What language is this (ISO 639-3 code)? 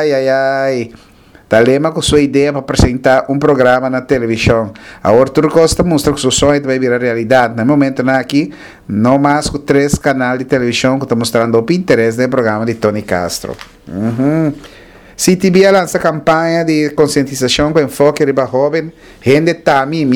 pap